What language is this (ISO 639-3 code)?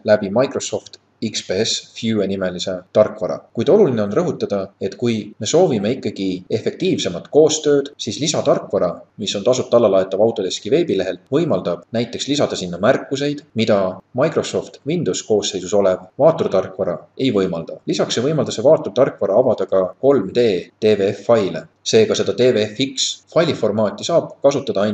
est